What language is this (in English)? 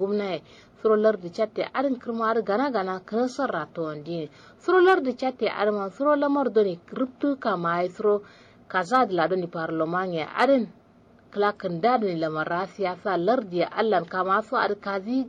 Kanuri